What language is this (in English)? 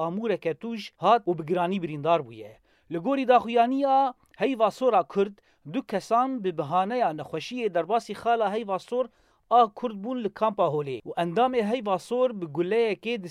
Kurdish